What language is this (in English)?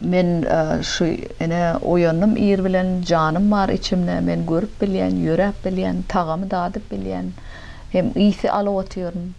Turkmen